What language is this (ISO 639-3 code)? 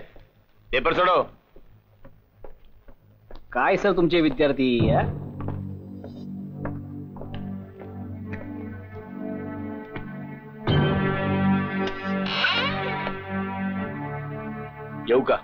mar